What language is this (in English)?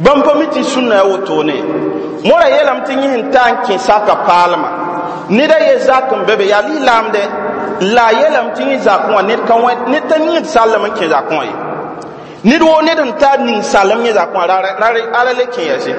Mossi